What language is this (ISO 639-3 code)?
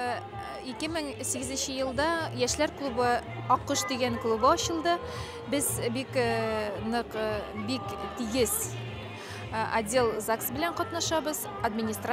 bak